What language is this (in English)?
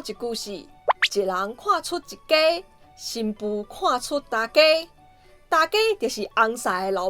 Min Nan Chinese